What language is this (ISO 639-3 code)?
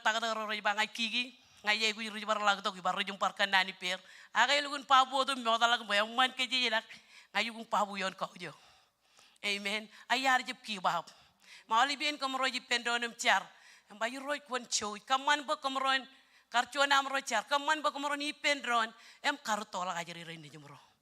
mah